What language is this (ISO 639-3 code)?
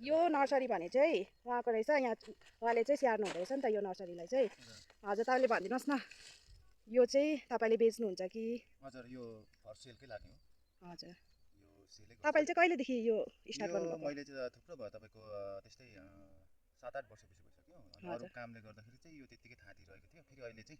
nep